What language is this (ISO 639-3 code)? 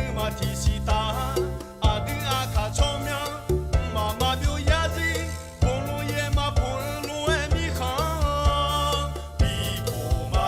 ahk